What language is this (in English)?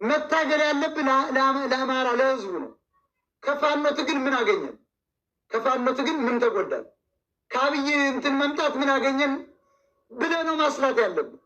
Amharic